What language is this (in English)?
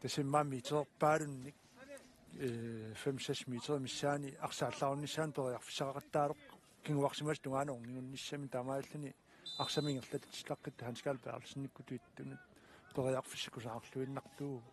Kalaallisut